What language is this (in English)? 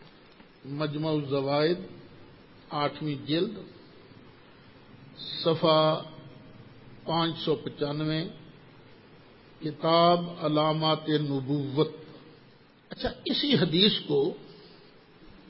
Urdu